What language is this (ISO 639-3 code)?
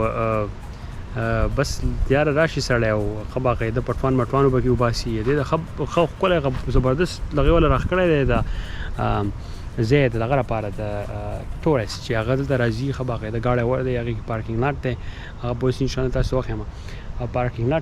pus